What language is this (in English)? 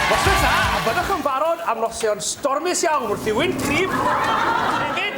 Welsh